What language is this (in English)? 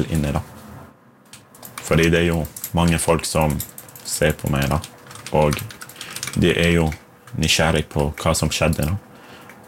Norwegian